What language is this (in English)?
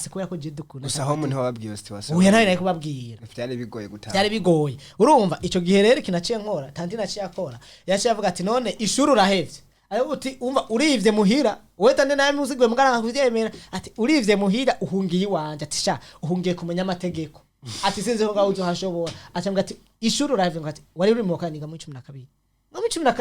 Rundi